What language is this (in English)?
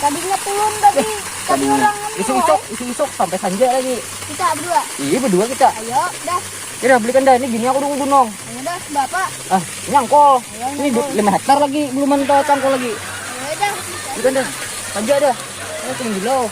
Banjar